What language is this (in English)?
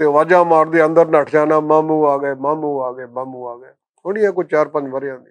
Western Panjabi